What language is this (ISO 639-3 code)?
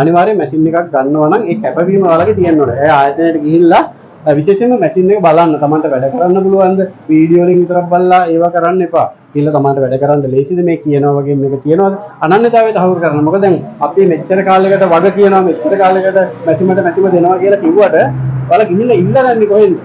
sin